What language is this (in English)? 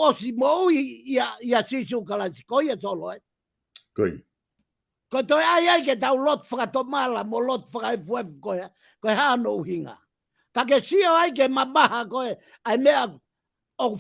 Tongan